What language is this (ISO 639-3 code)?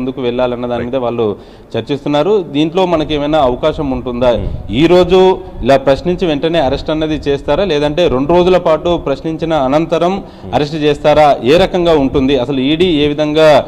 tel